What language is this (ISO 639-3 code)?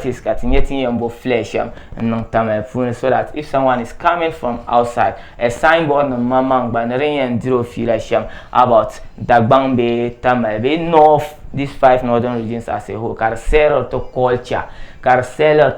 dag